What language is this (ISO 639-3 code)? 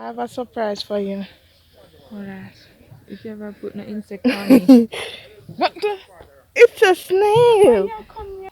jam